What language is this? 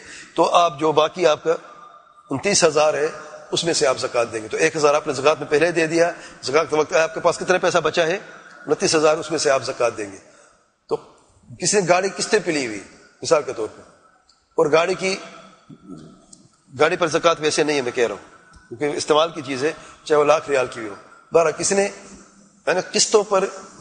Urdu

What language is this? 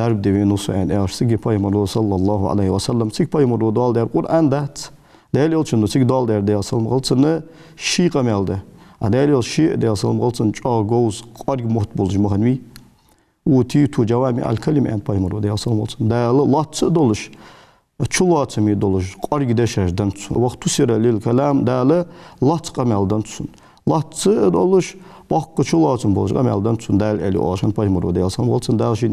Ingush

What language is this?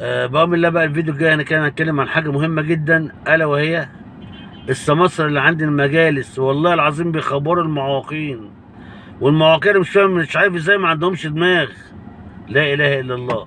Egyptian Arabic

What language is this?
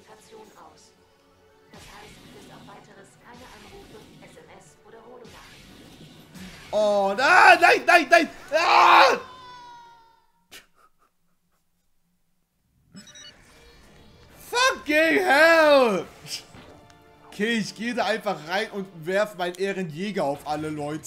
German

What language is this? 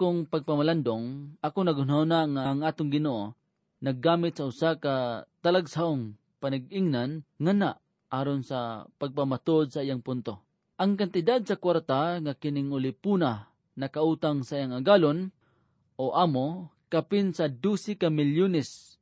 Cebuano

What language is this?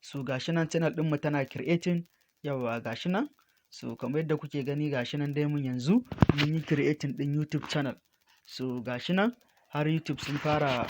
Hausa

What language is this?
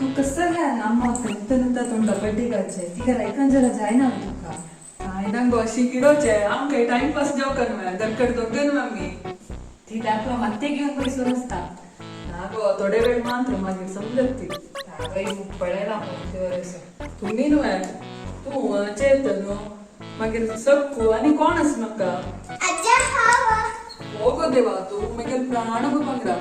Konkani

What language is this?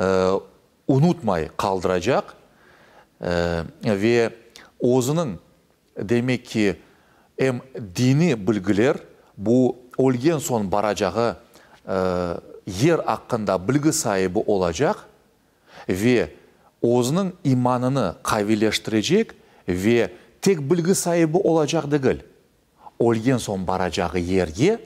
Crimean Tatar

